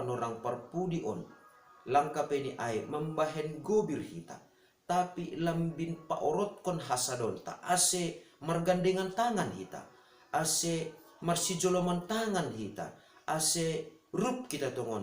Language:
Batak Simalungun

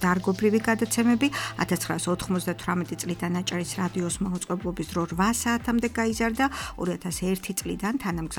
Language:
Georgian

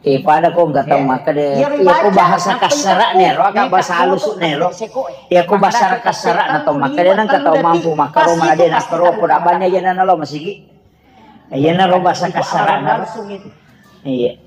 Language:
Buginese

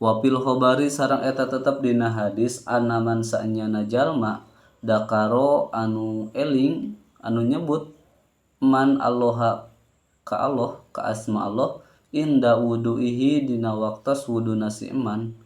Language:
Sundanese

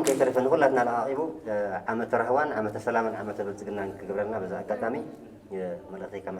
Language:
Tigrinya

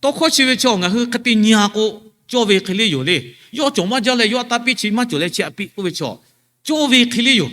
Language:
Lahu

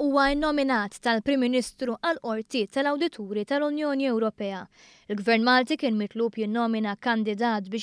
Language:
Maltese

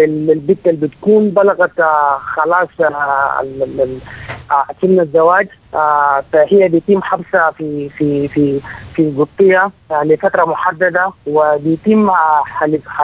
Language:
Sudanese Arabic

